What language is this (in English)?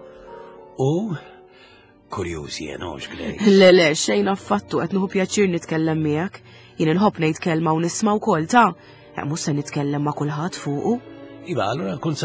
Maltese